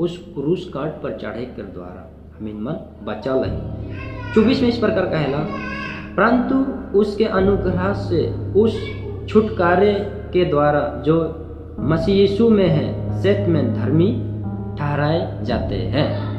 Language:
Sadri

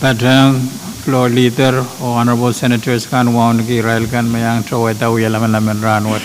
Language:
Pohnpeian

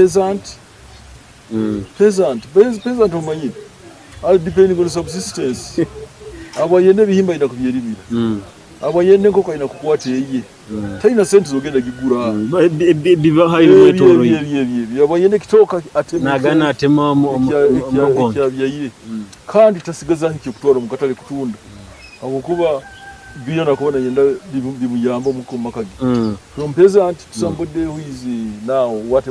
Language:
Nyoro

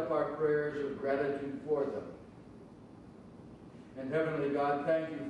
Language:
English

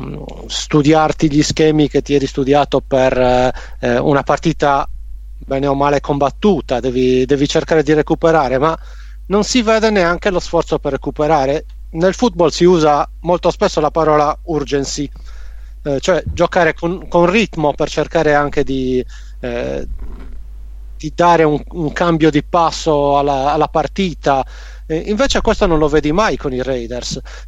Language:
Italian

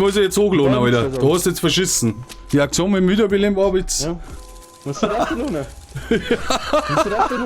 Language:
Bavarian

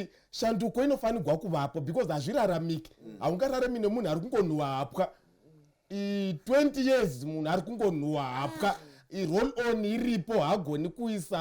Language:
Shona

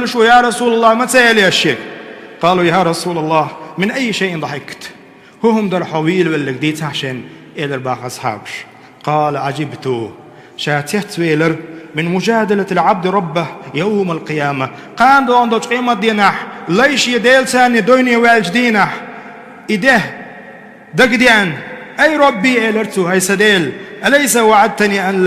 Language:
Chechen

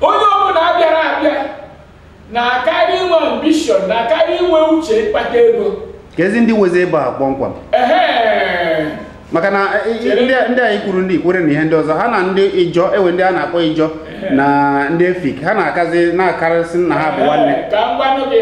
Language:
Igbo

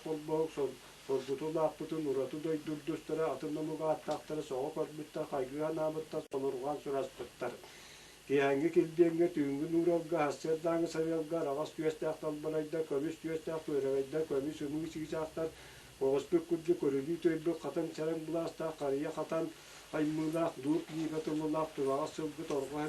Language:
Yakut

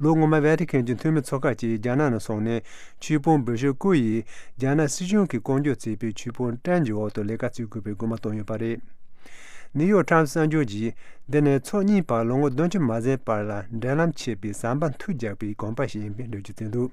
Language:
Tibetan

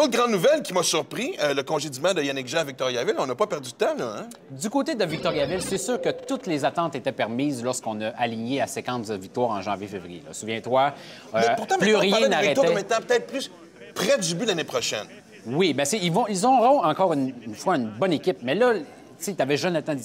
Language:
French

